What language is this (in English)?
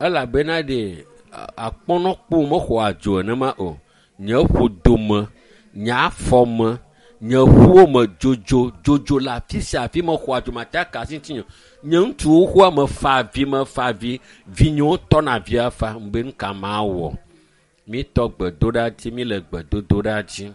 Ewe